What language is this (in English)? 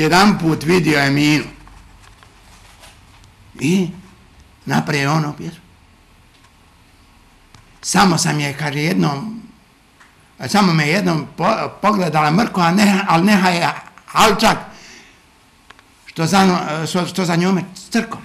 Bosnian